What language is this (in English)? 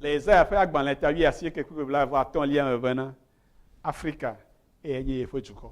Ewe